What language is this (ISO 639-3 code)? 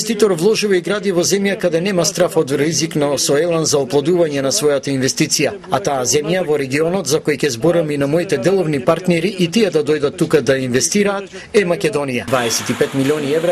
mkd